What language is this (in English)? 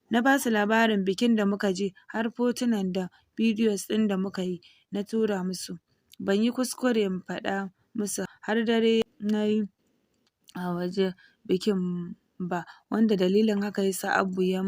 Hausa